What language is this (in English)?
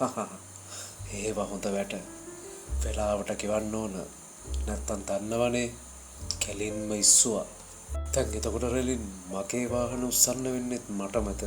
Sinhala